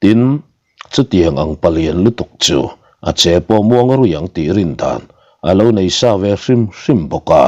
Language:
Mizo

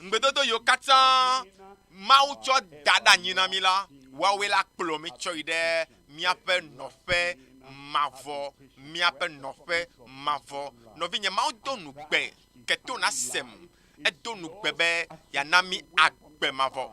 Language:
Ewe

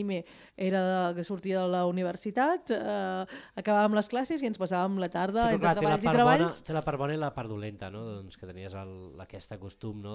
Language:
Catalan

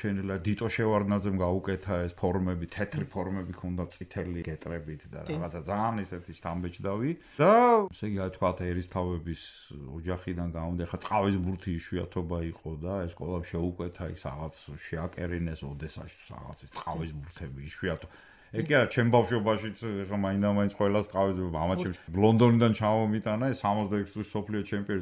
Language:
Georgian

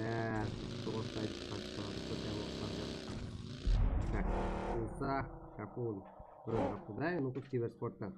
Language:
Kara-Kalpak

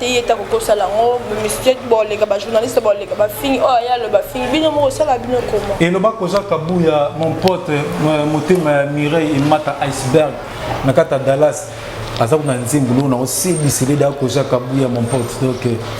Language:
Lingala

